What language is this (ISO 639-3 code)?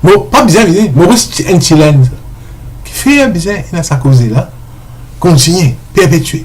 mfe